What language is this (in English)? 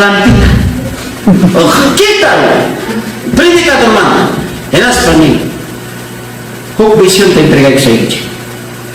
Ayacucho Quechua